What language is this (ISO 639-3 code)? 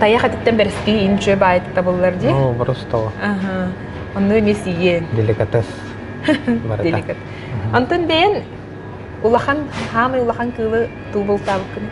sah